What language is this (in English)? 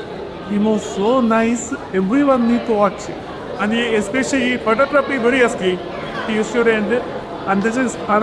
Konkani